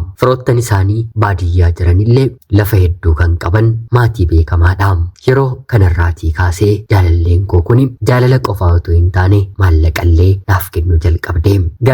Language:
Oromo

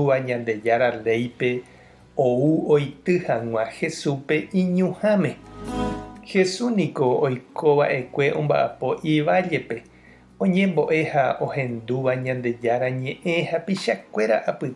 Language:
Guarani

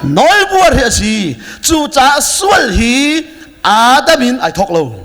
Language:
Hakha Chin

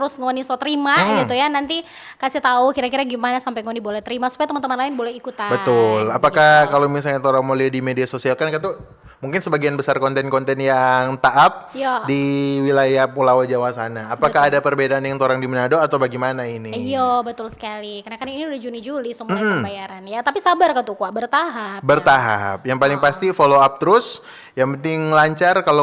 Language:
Manado Malay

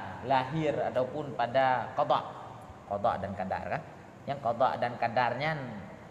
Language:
Achinese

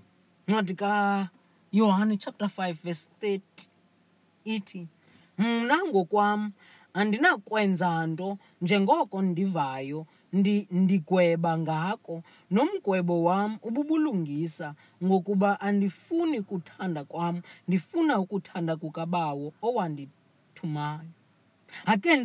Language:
Xhosa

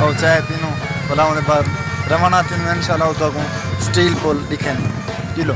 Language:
Saraiki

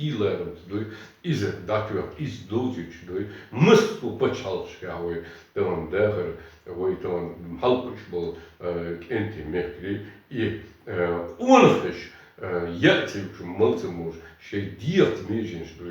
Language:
Chechen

